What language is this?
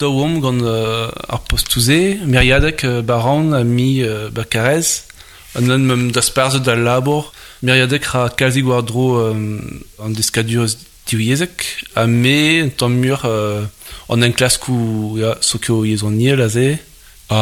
Breton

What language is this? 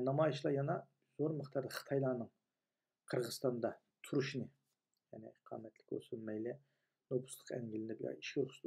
Uyghur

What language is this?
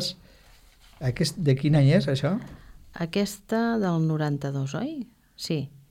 Catalan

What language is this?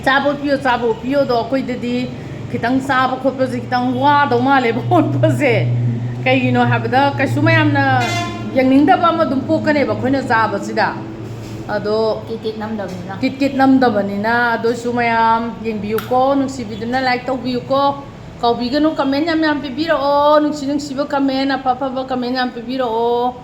Manipuri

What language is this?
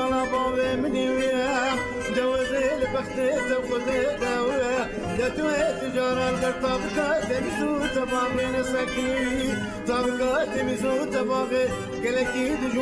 Kurdish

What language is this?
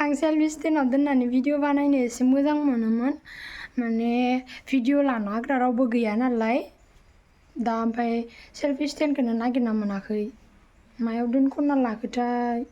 Bodo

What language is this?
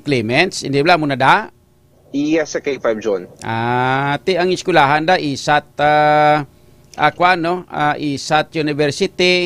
Hiligaynon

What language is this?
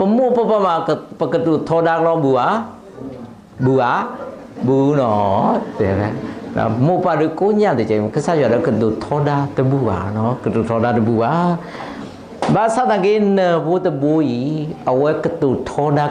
S'gaw Karen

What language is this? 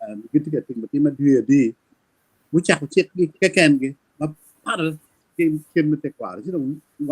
Acoli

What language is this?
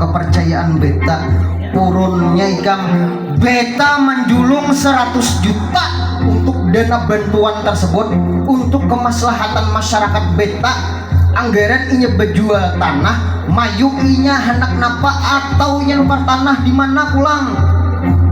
Banjar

